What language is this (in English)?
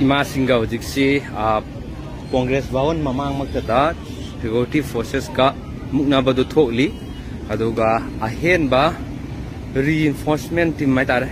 Manipuri